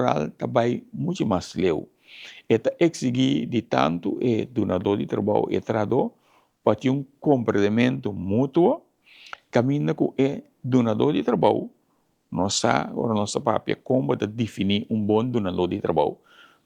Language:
Papiamento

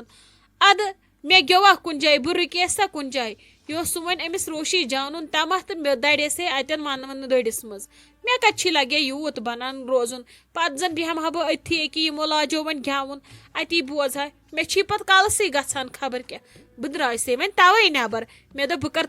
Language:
Kashmiri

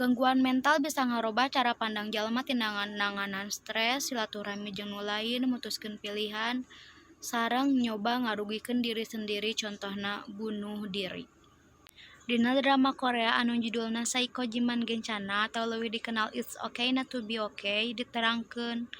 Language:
Sundanese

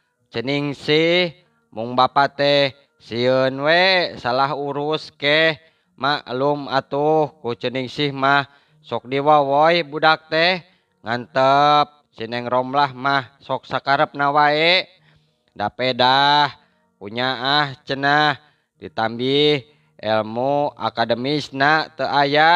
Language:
Sundanese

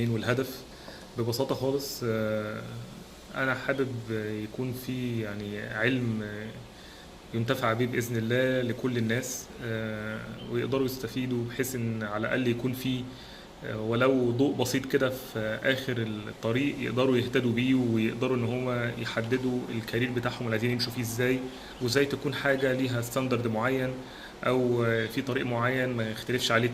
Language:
Egyptian Arabic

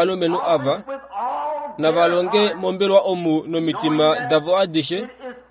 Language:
Kuanyama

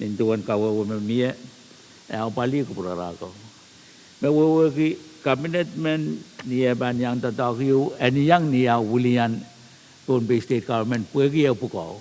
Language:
Pohnpeian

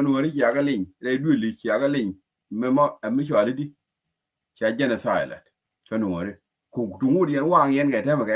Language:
Nuer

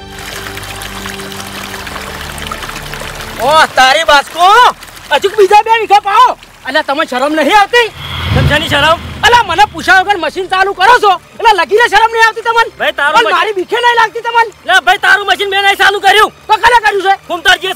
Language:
Gujarati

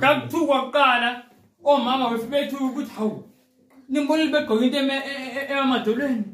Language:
Zulu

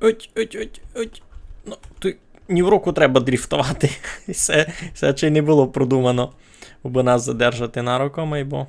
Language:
Rusyn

